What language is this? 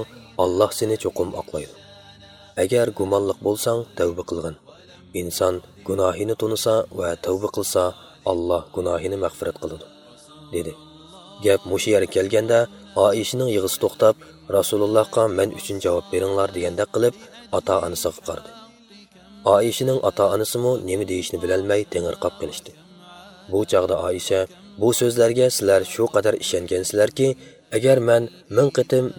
Uyghur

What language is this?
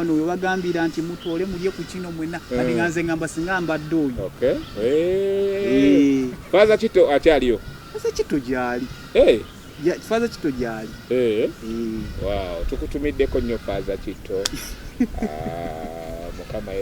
Ganda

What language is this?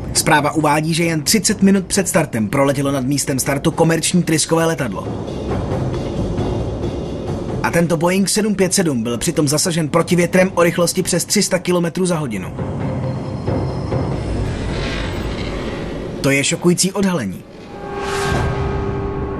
Czech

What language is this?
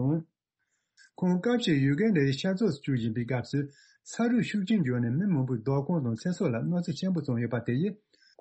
Tibetan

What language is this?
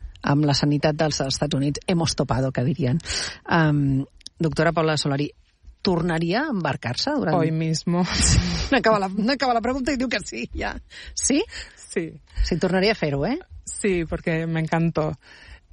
Catalan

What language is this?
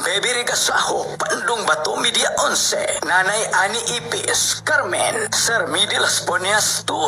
Cebuano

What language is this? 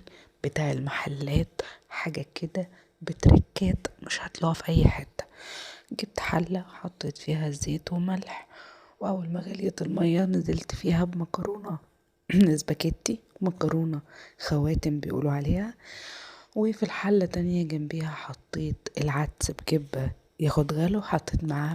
Egyptian Arabic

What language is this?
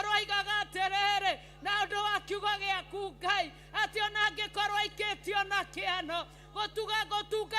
Kikuyu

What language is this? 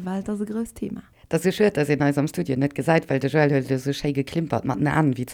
Luxembourgish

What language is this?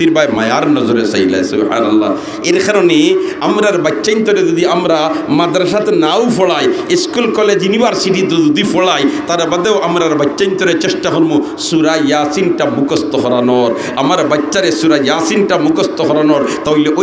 Sylheti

